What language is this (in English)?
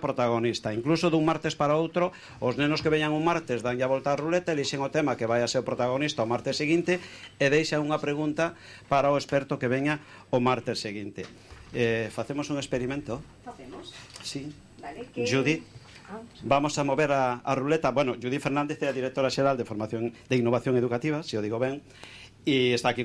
Galician